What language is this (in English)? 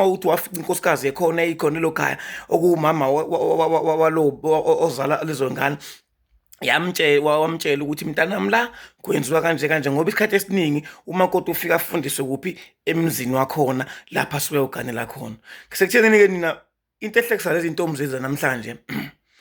Zulu